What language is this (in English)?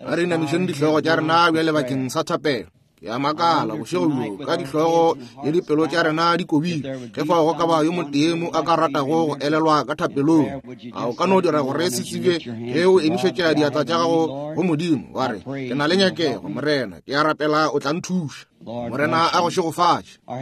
Northern Sotho